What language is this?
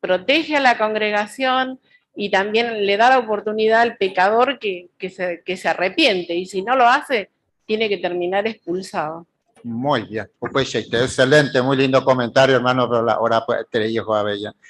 Guarani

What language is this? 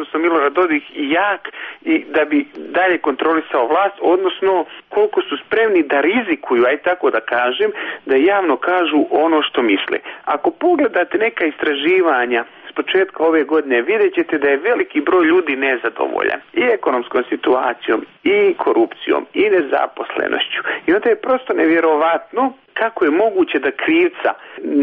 Serbian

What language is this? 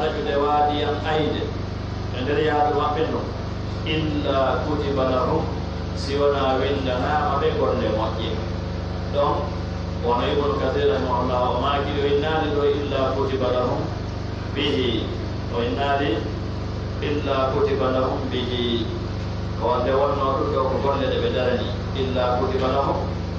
Pular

